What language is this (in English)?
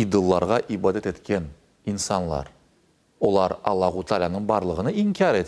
Crimean Tatar